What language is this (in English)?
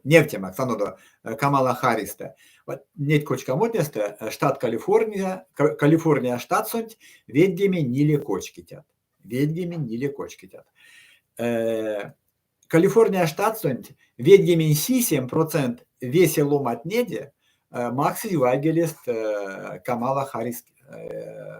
Erzya